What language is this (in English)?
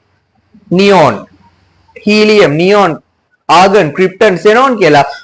Sinhala